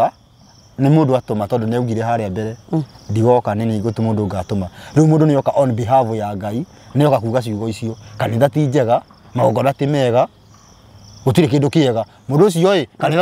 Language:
Kikuyu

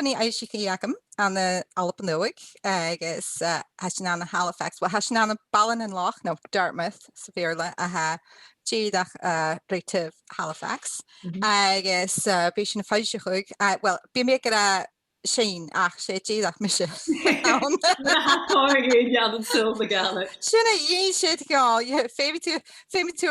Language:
Scottish Gaelic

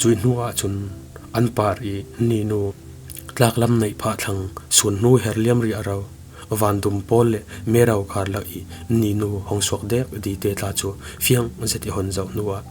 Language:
Falam Chin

